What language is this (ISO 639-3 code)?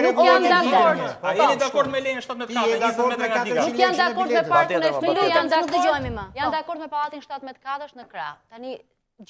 sqi